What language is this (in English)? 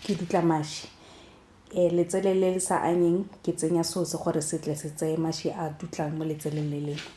Tswana